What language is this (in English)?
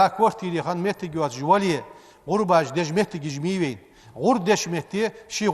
Ingush